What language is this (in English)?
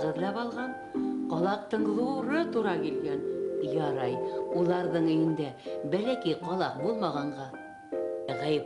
Bashkir